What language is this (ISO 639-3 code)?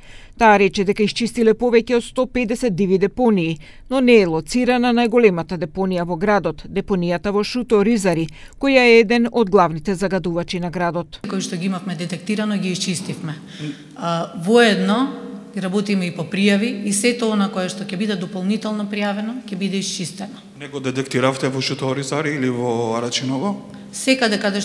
mkd